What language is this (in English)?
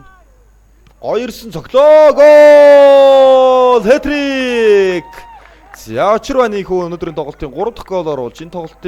Mongolian